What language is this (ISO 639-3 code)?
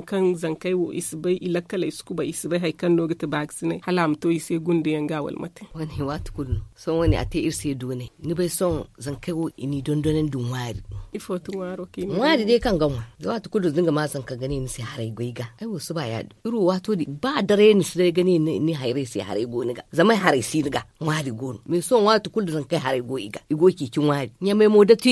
dje